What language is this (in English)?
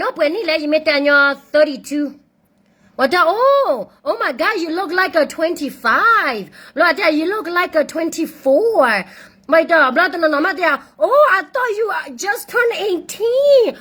S'gaw Karen